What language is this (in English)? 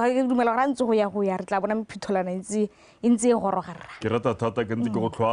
Tswana